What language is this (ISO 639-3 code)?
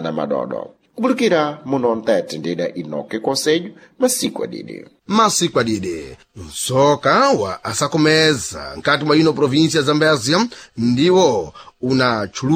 seh